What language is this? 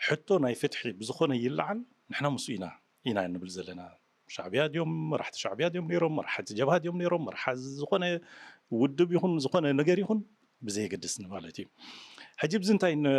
Tigrinya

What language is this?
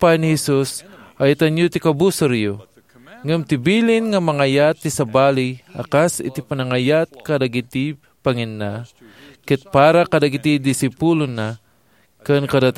Iloko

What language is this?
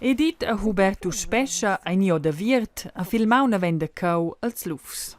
Romansh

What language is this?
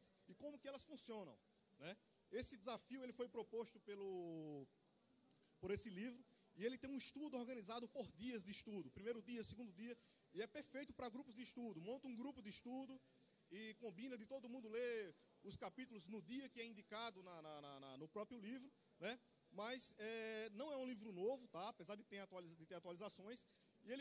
Portuguese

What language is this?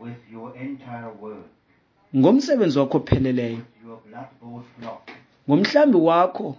Xhosa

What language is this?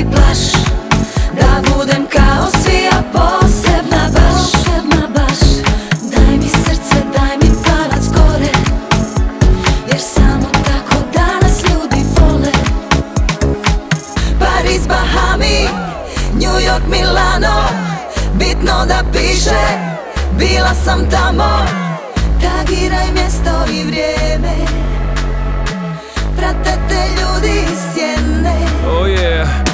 Croatian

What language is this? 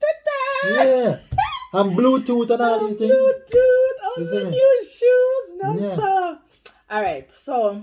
Jamaican Creole English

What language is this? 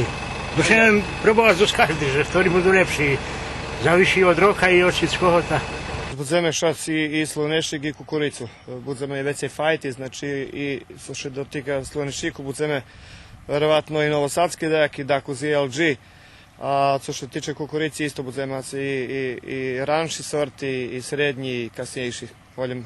Rusyn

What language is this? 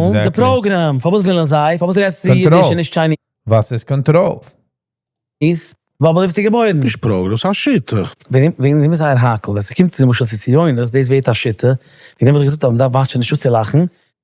Yiddish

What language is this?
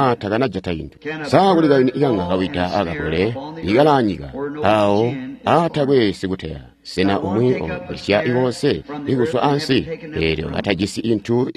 Tonga (Zambia)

